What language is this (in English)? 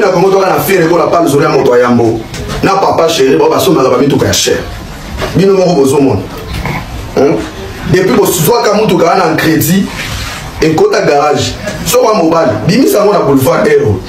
Lingala